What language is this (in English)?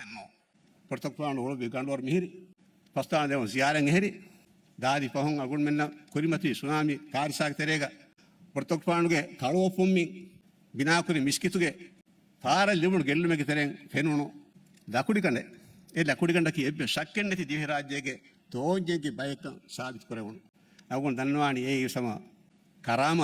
Divehi